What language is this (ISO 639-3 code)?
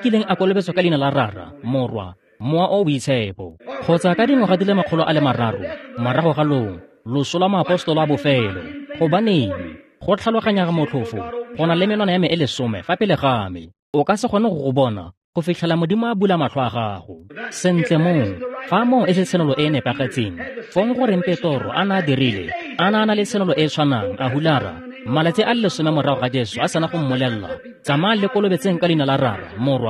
tsn